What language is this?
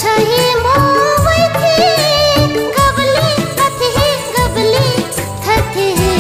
Newari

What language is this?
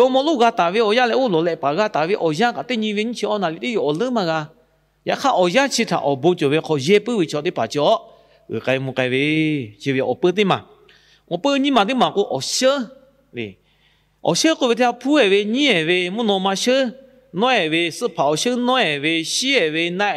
Lahu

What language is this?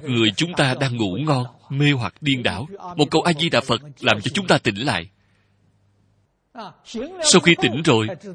Vietnamese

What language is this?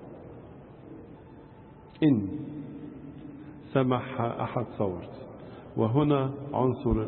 Egyptian Arabic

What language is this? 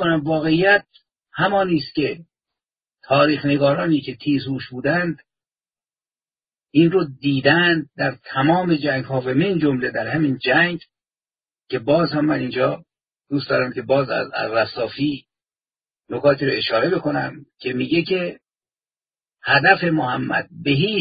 Persian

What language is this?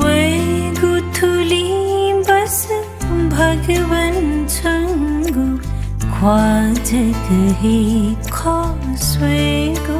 Newari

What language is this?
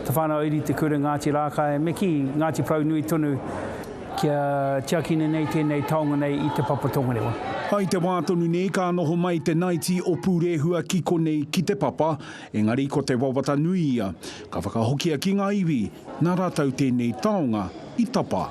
Māori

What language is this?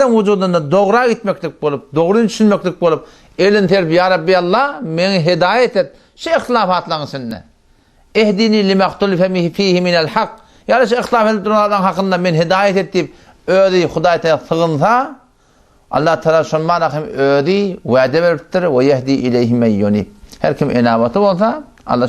Turkmen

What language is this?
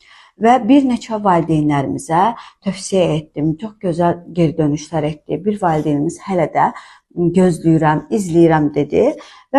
Azerbaijani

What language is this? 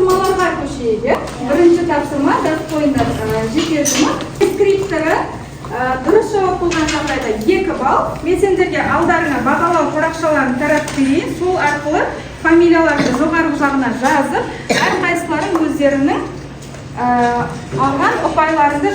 Kazakh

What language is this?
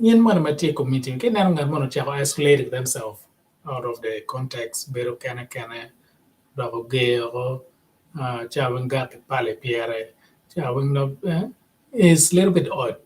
Acoli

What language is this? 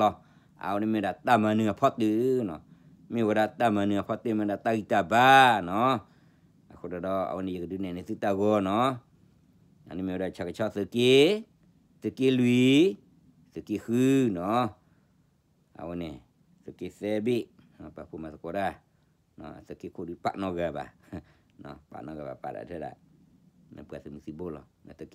S'gaw Karen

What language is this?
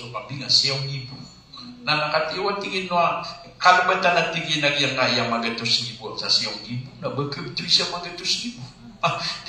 Maranao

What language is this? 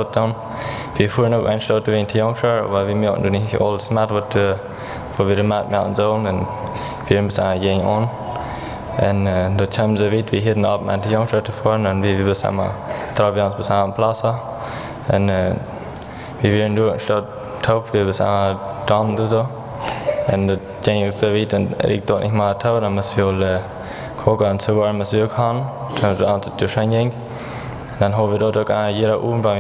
Plautdietsch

